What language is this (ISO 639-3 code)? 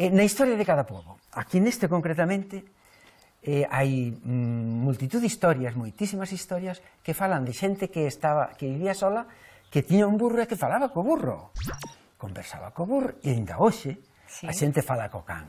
glg